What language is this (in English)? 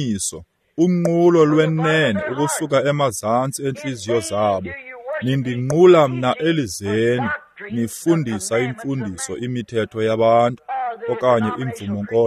Xhosa